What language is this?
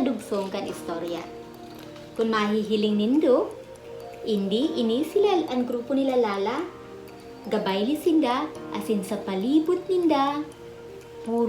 Bikol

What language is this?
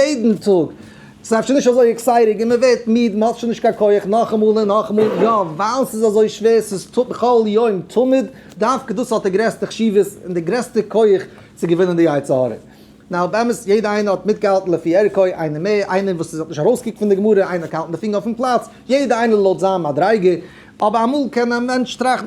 Yiddish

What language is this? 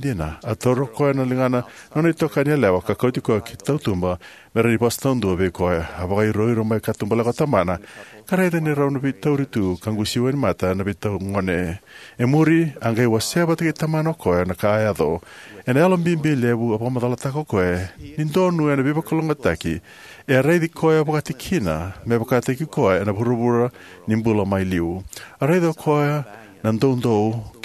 Fijian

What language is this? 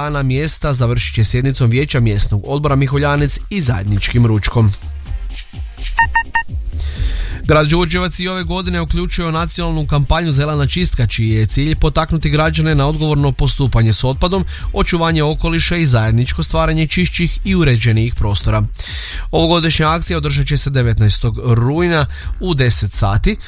Croatian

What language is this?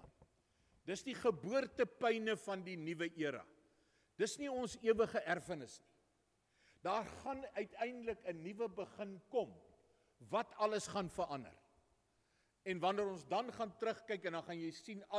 Afrikaans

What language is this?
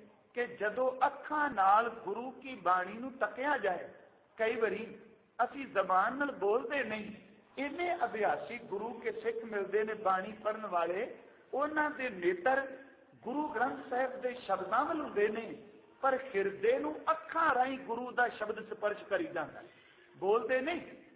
Punjabi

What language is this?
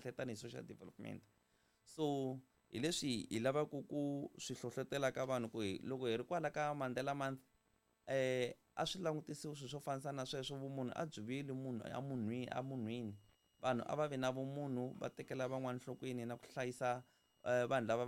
Tsonga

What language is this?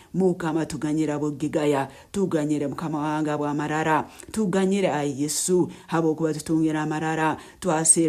Nyankole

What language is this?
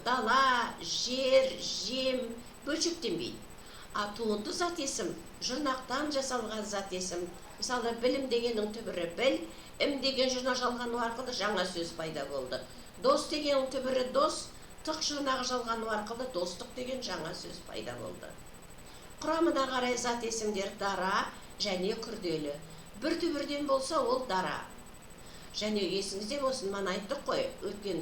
Kazakh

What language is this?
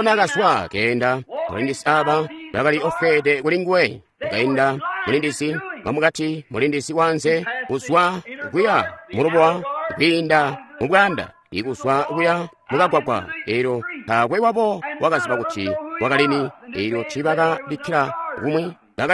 Tonga (Zambia)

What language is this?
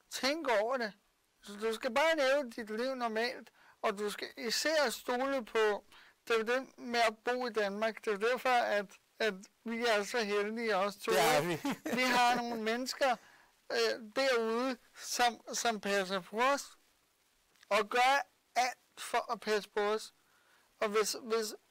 Danish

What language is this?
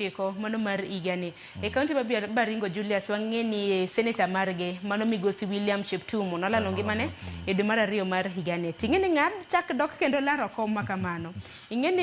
Luo (Kenya and Tanzania)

